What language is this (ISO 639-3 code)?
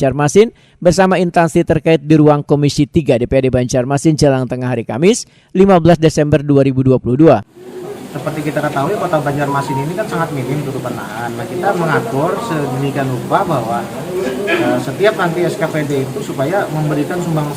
bjn